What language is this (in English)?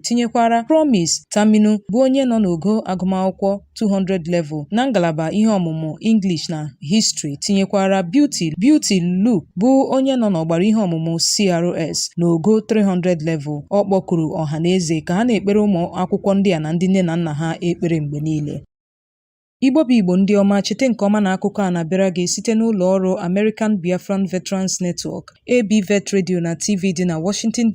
Igbo